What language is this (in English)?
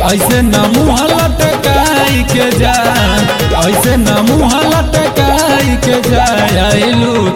Bhojpuri